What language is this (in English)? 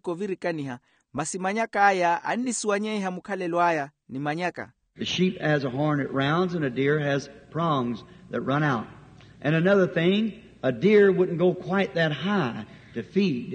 Makhuwa